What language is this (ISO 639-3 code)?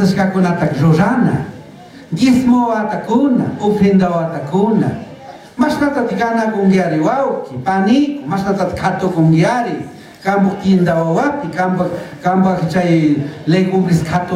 qug